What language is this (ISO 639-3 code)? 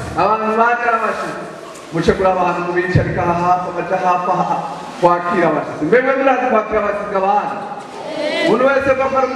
run